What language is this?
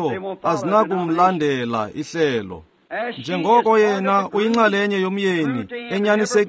Xhosa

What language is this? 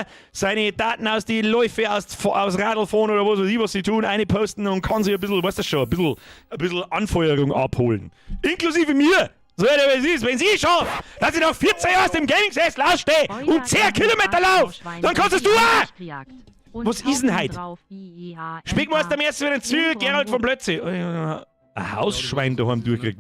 Bavarian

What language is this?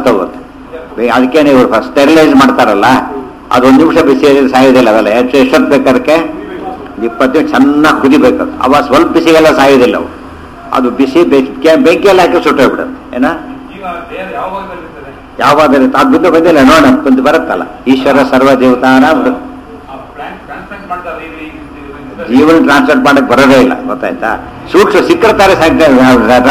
Kannada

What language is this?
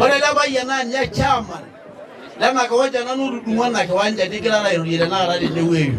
Masai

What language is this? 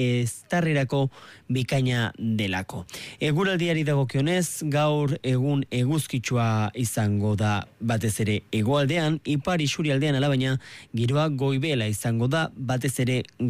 Basque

